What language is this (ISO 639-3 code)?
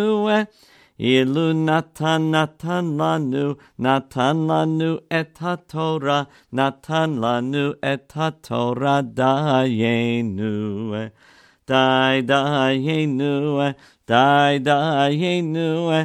heb